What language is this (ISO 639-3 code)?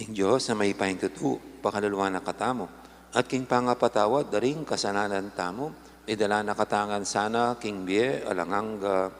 pam